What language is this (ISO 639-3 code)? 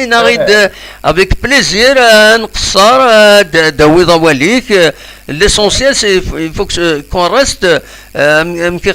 kab